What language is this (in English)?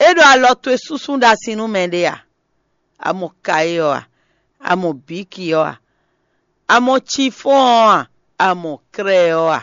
Fon